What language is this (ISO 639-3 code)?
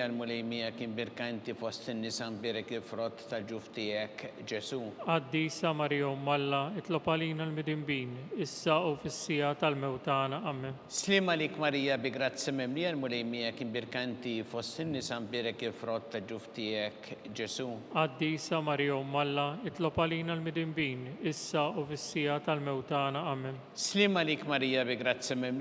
mlt